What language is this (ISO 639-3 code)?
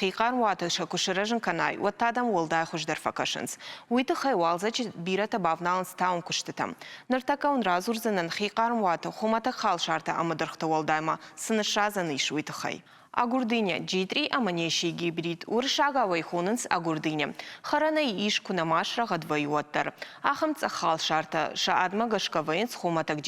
oss